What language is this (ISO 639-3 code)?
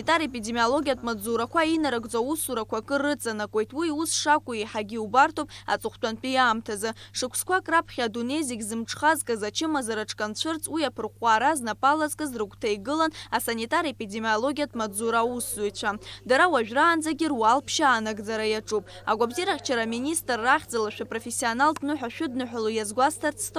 abk